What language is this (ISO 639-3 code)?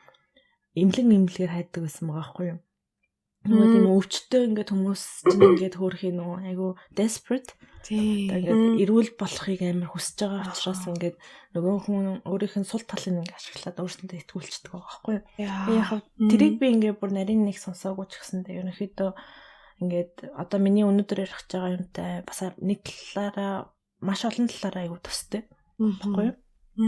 mon